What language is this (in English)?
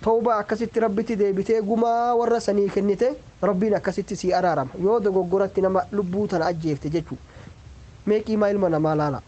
Oromo